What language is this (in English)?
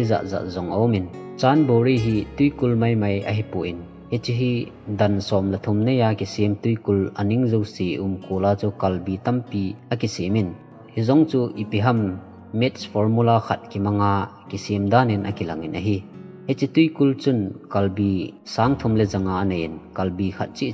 Thado Chin